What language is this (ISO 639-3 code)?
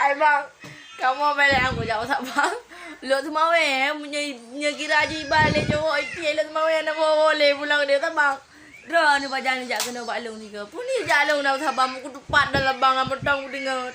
ace